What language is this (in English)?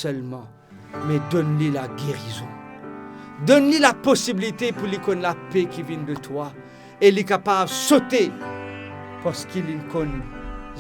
Morisyen